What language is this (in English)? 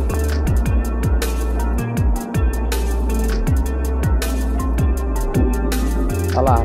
Portuguese